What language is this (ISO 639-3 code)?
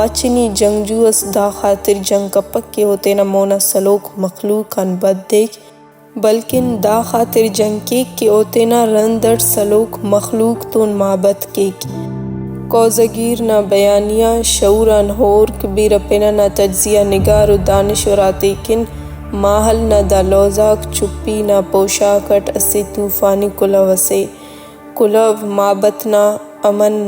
brh